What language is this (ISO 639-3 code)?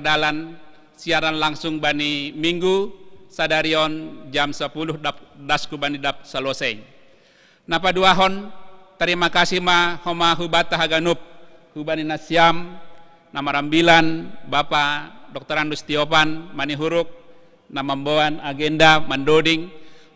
bts